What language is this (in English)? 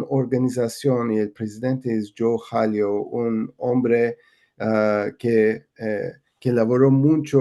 Ladino